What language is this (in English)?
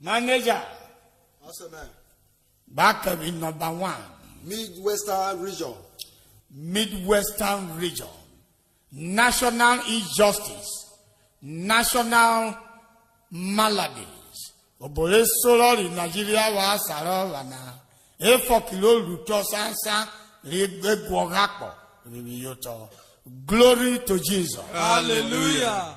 Urhobo